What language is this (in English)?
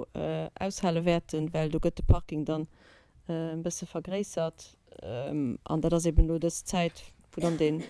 Luxembourgish